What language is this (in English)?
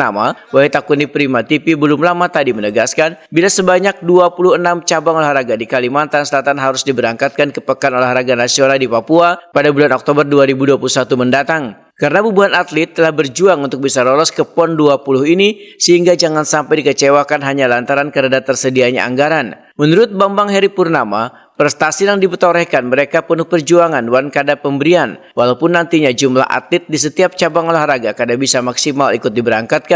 Banjar